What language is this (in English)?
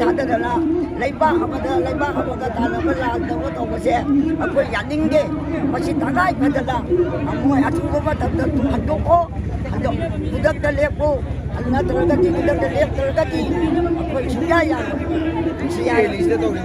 Manipuri